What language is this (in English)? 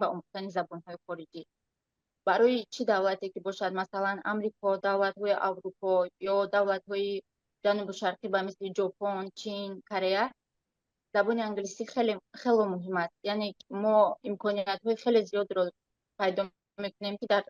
Tajik